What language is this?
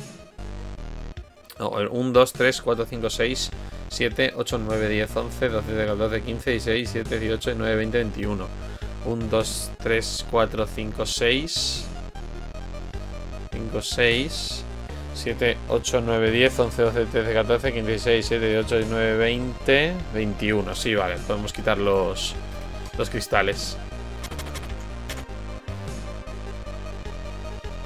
Spanish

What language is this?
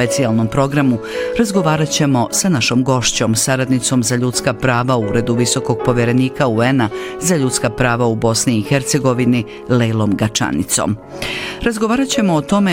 Bosnian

